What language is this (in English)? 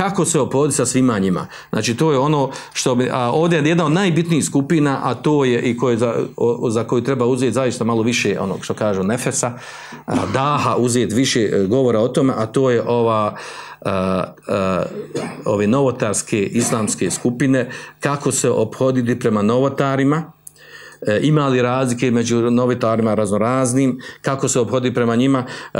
Bosnian